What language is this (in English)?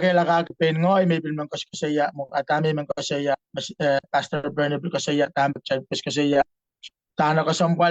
Pohnpeian